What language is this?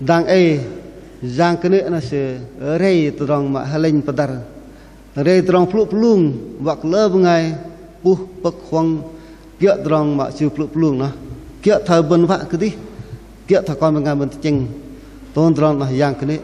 Bahnar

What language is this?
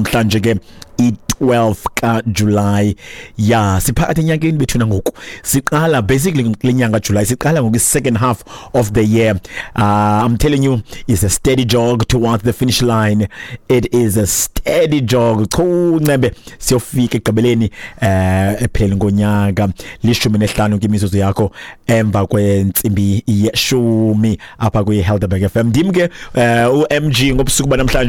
Xhosa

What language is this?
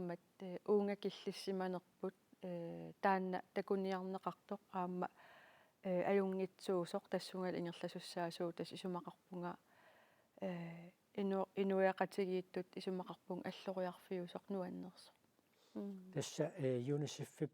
Kalaallisut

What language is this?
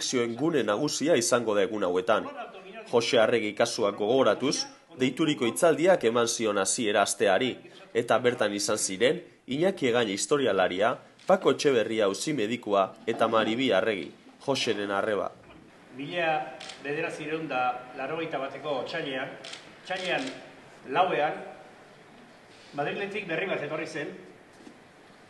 Basque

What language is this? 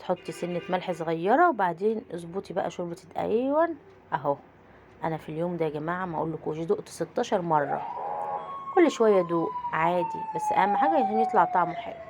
Egyptian Arabic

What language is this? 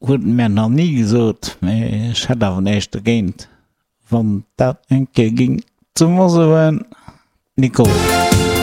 Luxembourgish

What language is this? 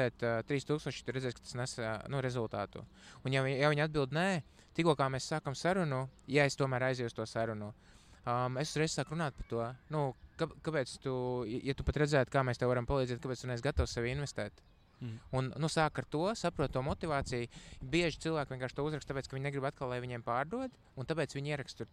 Latvian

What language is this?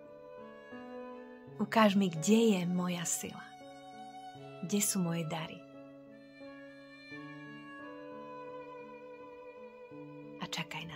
Slovak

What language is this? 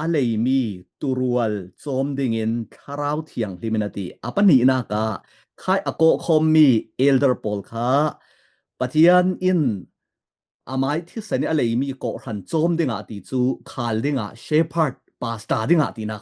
Falam Chin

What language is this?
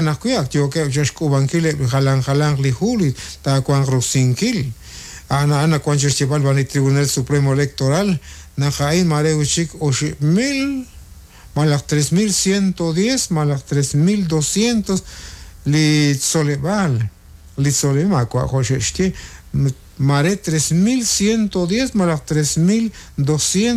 Kekchí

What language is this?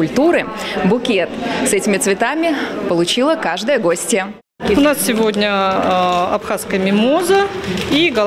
Russian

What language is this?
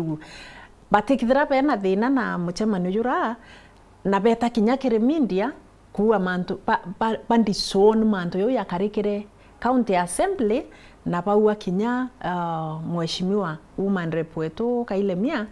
Meru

